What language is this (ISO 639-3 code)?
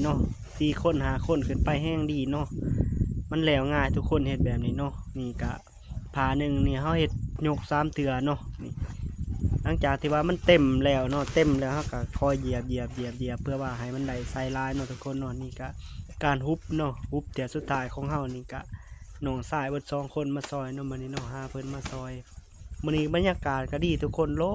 lao